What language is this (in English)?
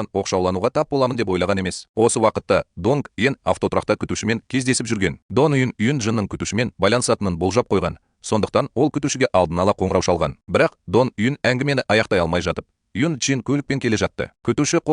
Kazakh